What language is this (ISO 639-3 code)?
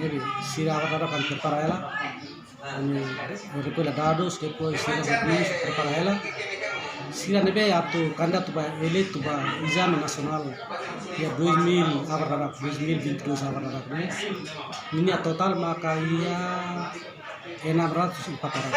tet